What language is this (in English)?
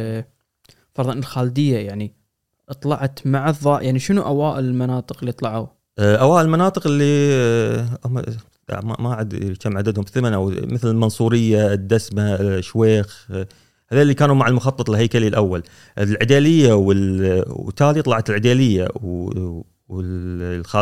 Gulf Arabic